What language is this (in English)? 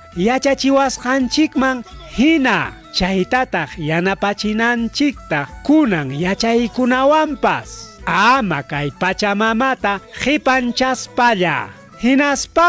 Ayacucho Quechua